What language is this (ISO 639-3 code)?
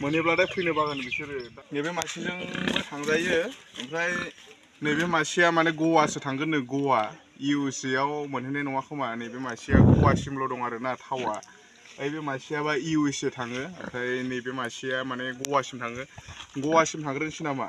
brx